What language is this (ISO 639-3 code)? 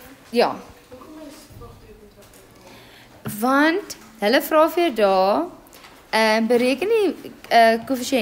afr